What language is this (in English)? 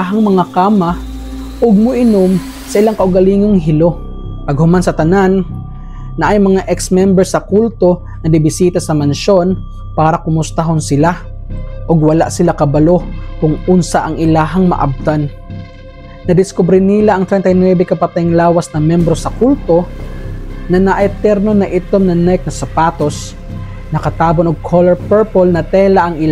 Cebuano